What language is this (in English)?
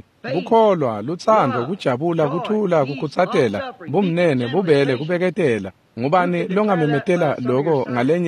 Swati